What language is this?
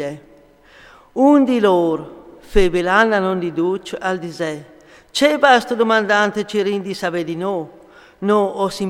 Friulian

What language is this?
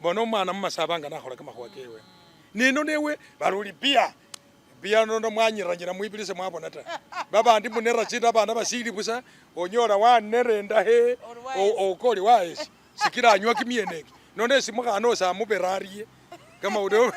Masaaba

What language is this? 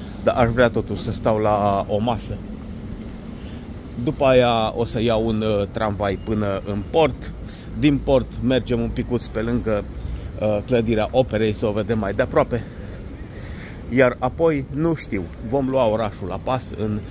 Romanian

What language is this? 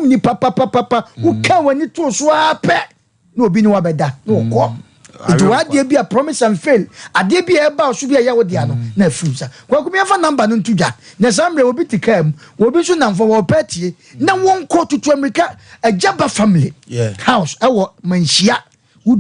Akan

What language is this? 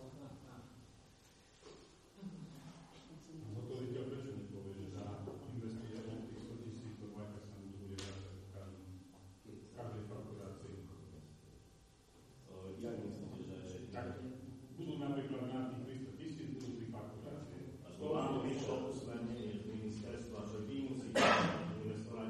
Slovak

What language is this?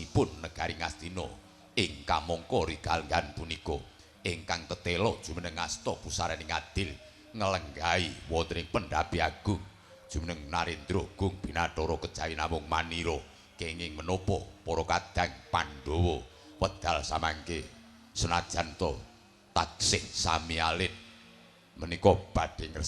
Javanese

